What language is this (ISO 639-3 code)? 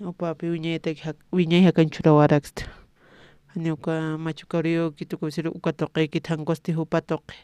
aym